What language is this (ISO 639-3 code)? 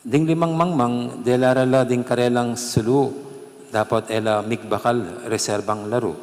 pam